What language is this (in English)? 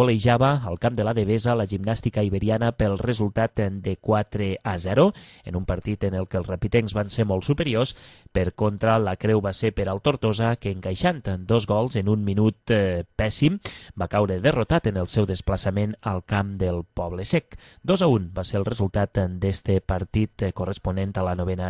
Catalan